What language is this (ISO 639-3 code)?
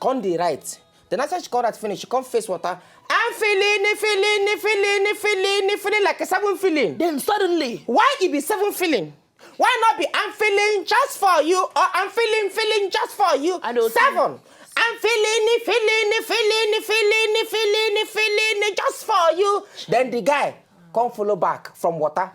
pcm